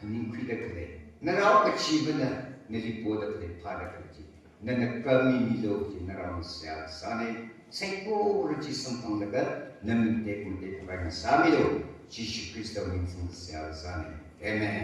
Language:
Tangkhul Naga (India)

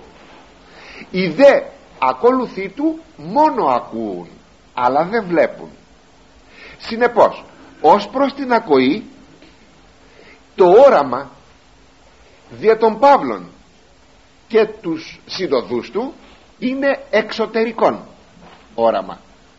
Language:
Greek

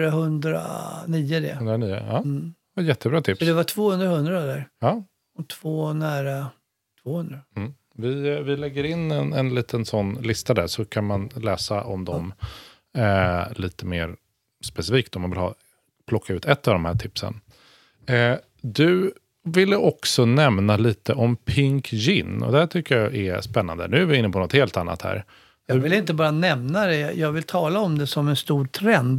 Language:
Swedish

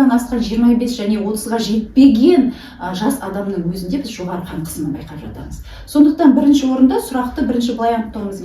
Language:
Kazakh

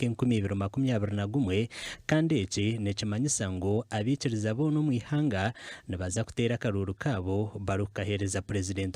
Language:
Nyankole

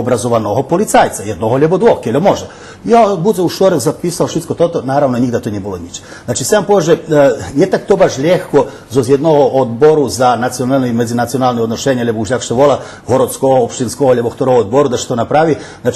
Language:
Rusyn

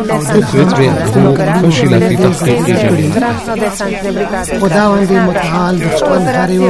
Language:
Arabic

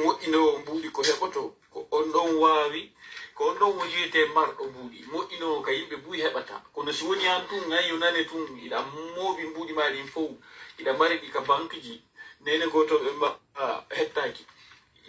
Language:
Pular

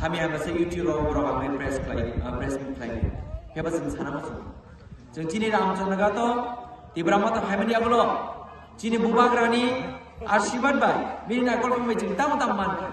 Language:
Kok Borok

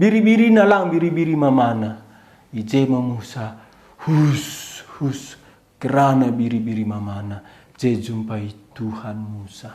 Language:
Batak Karo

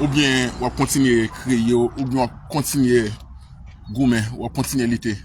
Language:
Haitian Creole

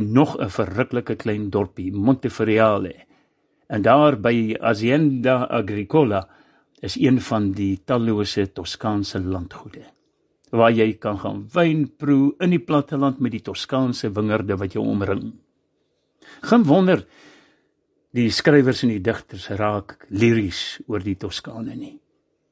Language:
Afrikaans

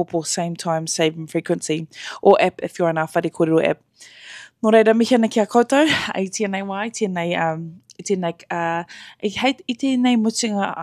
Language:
Māori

